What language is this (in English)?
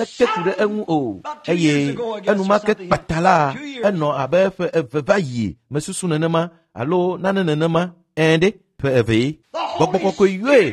Ewe